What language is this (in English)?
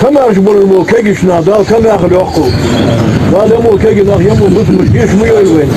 Ingush